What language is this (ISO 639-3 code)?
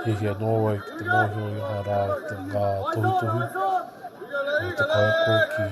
mri